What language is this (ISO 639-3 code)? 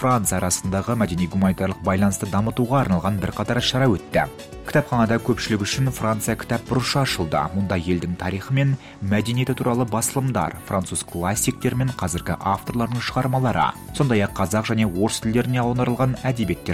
kaz